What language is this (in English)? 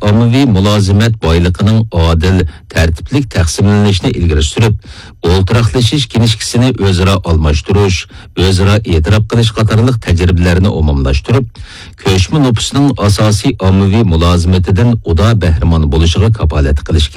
Uyghur